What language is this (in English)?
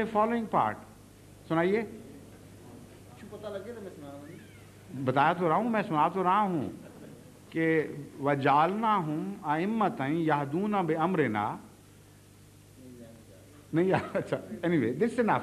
Urdu